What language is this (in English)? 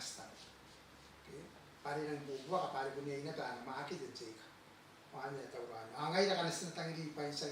Gilbertese